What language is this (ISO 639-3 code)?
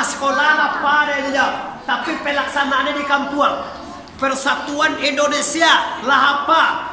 min